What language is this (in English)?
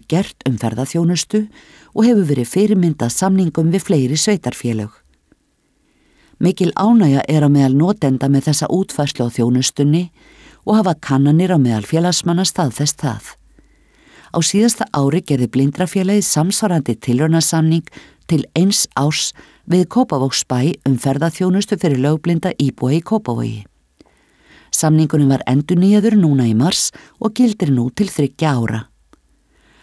Icelandic